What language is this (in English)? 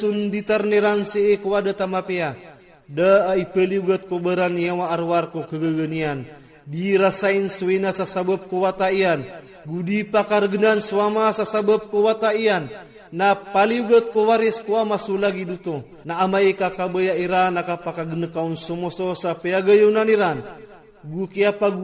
Iranun (Philippines)